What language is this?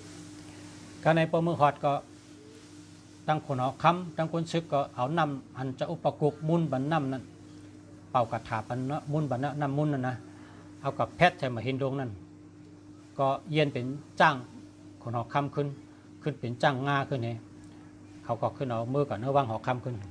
Shan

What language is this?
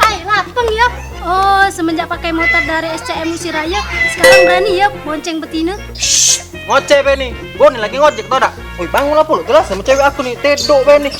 Musi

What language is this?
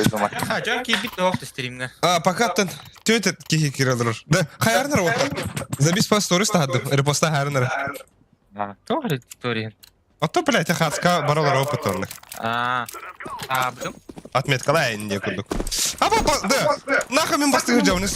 Yakut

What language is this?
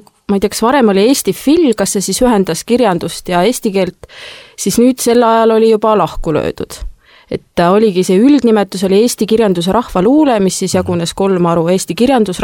Estonian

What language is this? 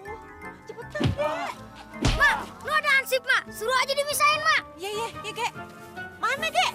Betawi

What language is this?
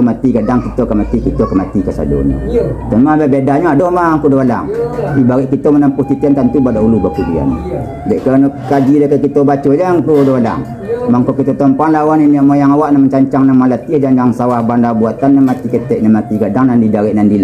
Minangkabau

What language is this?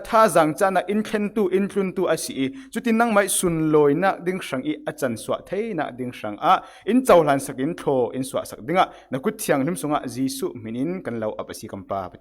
Falam Chin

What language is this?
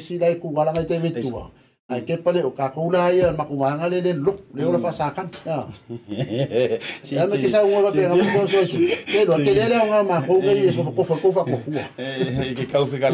Samoan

